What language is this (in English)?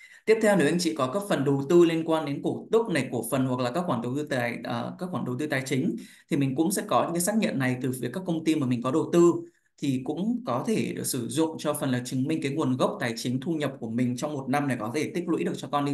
Vietnamese